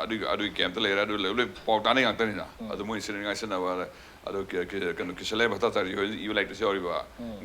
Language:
Manipuri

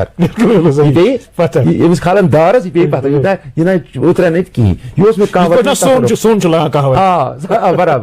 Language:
Kashmiri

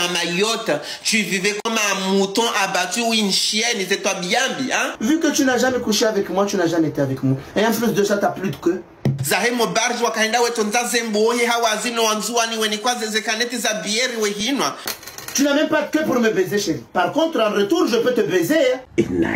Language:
Ngazidja Comorian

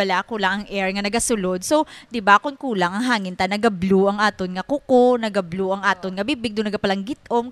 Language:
Hiligaynon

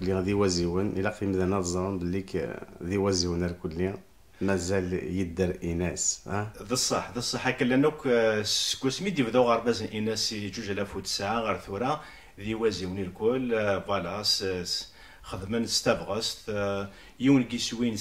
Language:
Kabyle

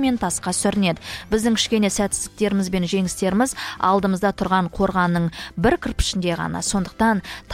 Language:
Kazakh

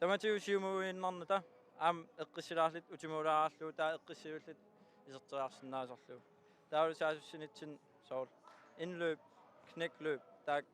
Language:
Kalaallisut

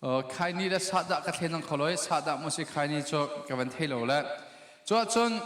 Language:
Hakha Chin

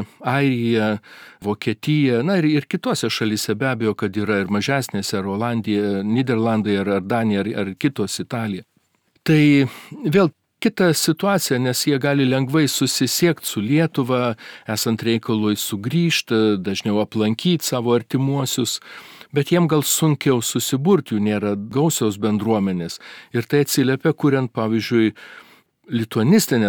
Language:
Lithuanian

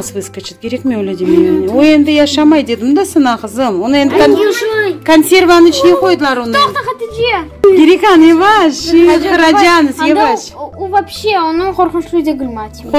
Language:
Crimean Tatar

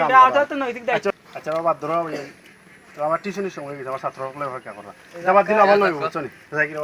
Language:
Sylheti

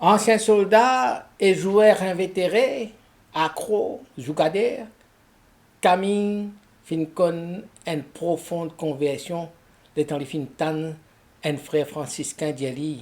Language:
Morisyen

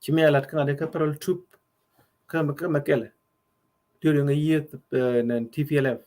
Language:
Nuer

